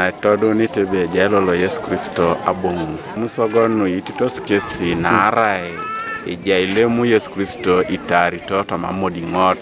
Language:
Teso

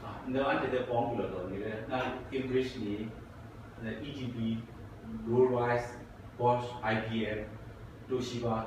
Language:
Kachin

